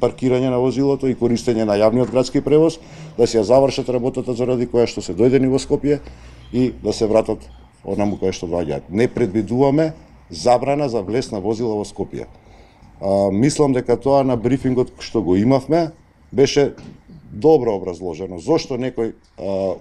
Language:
Macedonian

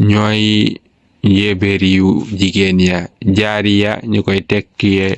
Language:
Wolof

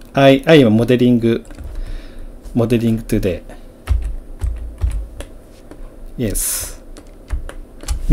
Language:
Japanese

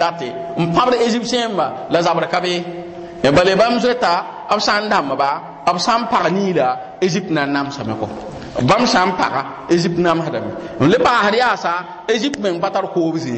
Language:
Mossi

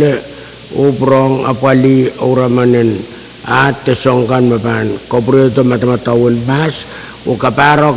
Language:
Pohnpeian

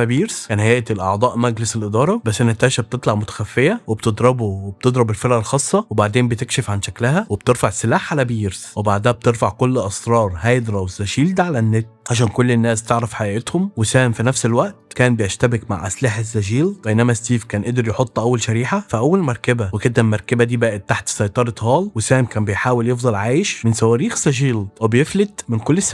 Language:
Egyptian Arabic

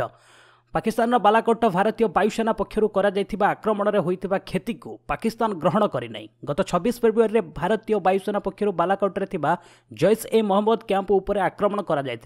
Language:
Odia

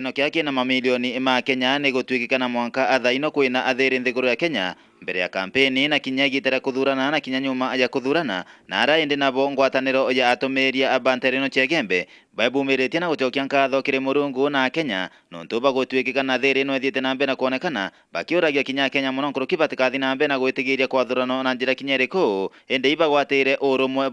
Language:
Meru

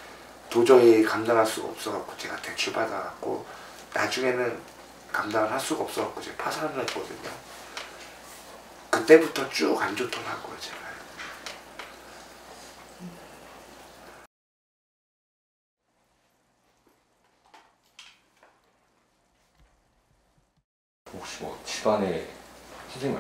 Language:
Korean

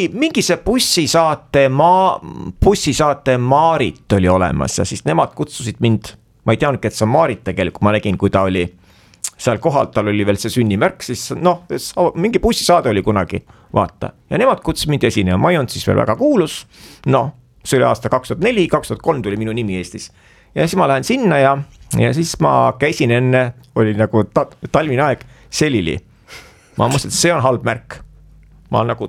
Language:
Estonian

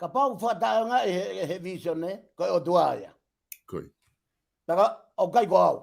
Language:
Tongan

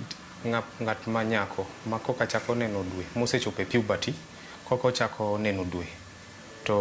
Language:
Luo (Kenya and Tanzania)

